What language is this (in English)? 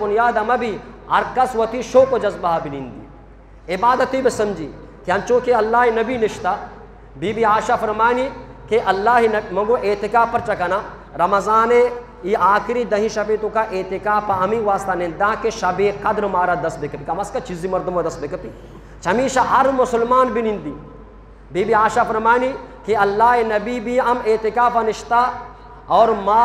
Eastern Balochi